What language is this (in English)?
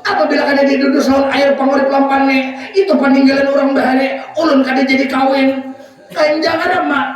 Banjar